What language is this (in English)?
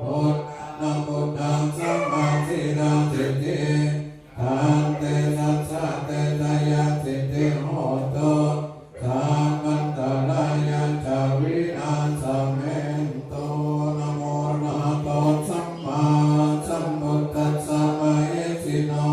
Pali